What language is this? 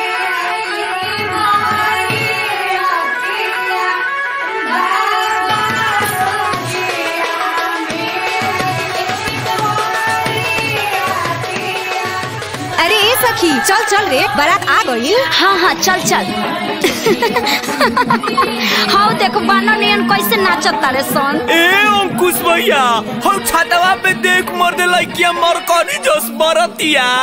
Bhojpuri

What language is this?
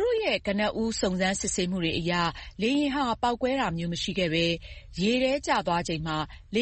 Burmese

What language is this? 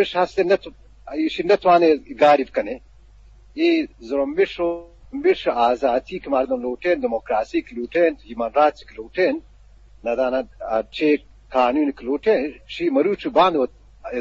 Eastern Balochi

